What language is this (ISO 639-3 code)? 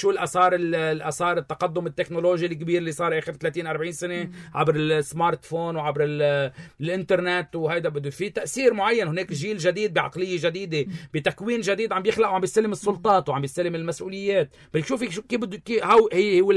apc